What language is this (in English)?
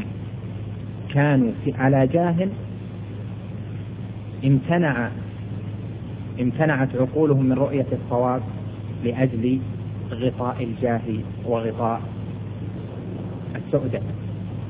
Arabic